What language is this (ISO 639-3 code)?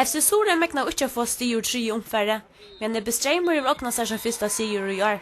fao